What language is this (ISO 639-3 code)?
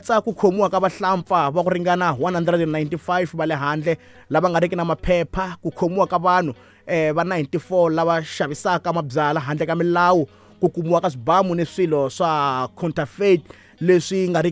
tso